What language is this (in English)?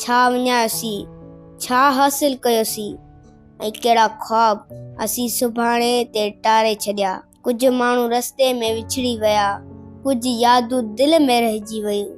Sindhi